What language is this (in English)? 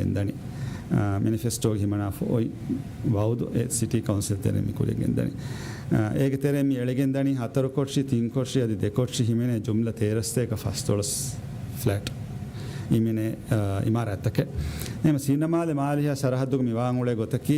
Divehi